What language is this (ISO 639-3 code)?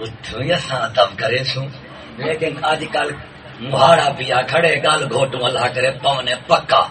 skr